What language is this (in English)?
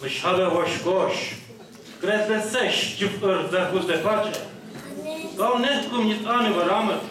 Kabardian